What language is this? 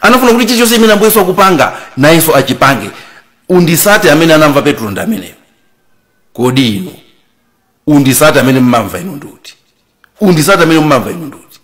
Nyanja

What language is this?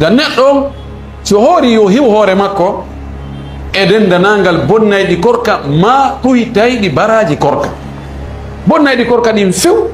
Fula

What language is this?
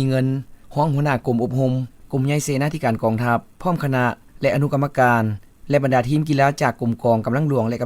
Lao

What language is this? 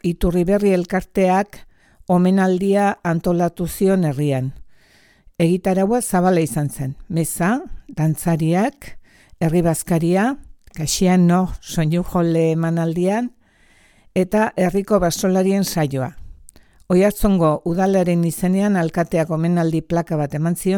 Basque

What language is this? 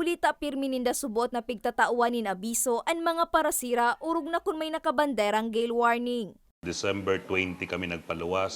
Bikol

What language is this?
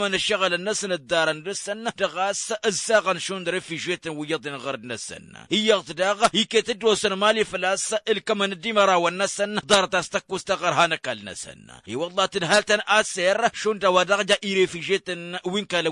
Tamasheq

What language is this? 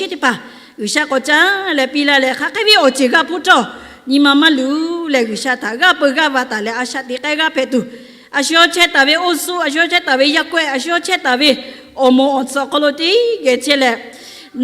Lahu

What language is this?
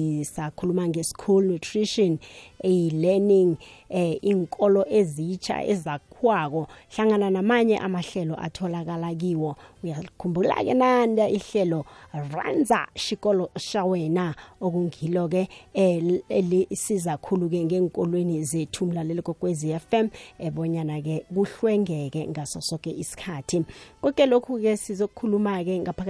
South Ndebele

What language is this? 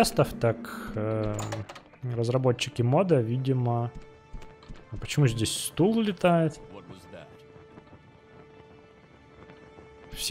Russian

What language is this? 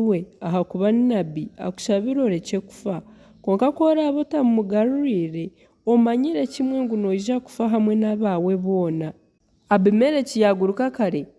Nyankole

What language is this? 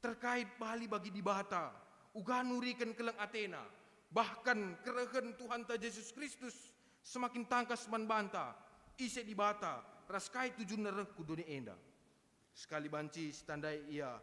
Batak Karo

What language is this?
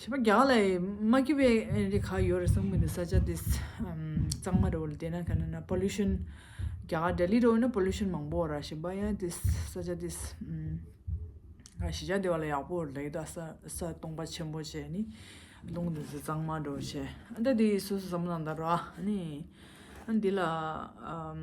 Tibetan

